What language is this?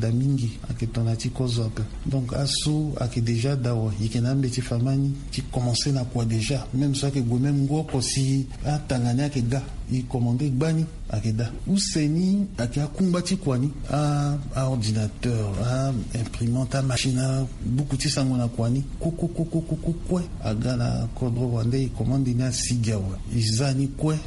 Sango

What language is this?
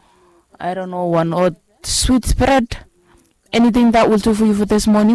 Bislama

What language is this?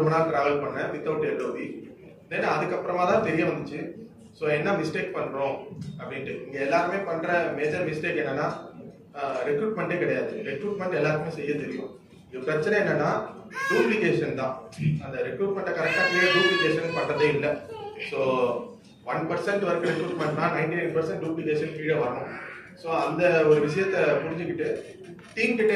Tamil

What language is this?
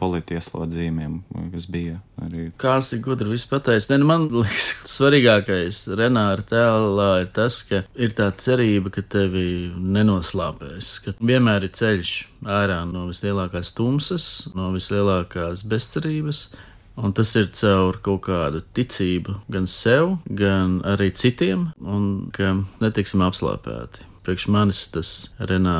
Latvian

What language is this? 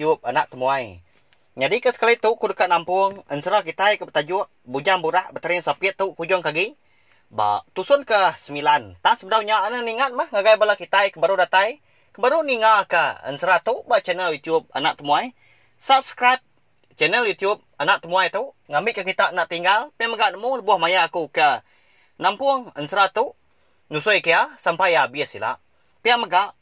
Iban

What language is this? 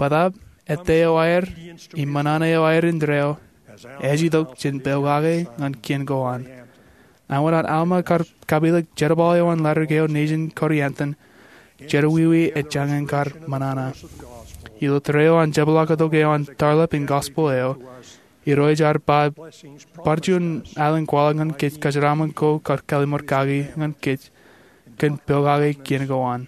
Marshallese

